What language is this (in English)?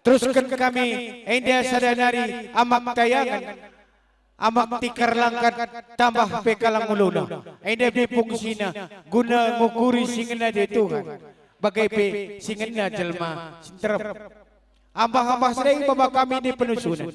Batak Karo